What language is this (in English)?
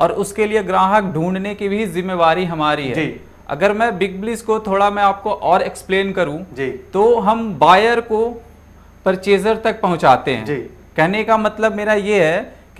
Hindi